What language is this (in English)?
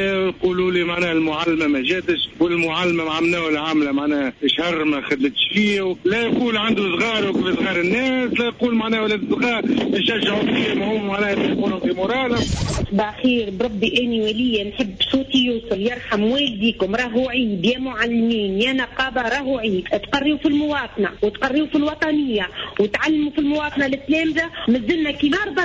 Tunisian Arabic